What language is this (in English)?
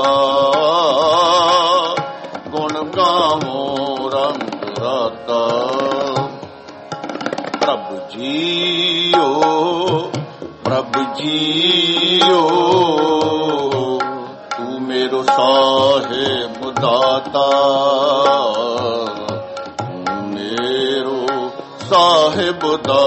Punjabi